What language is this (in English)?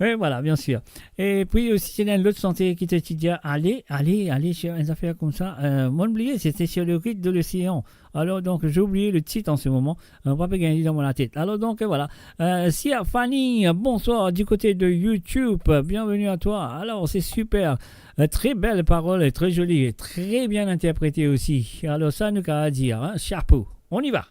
Morisyen